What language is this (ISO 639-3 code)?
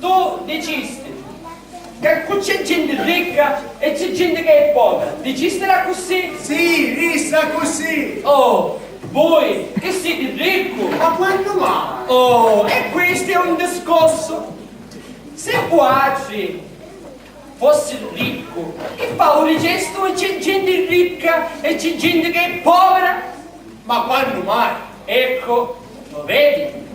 scn